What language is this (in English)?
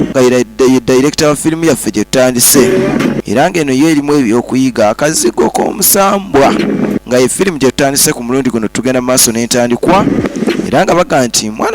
Ganda